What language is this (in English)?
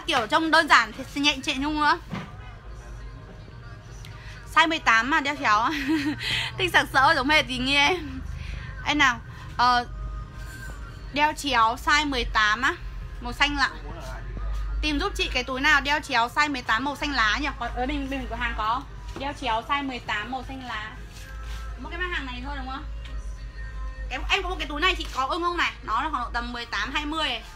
Vietnamese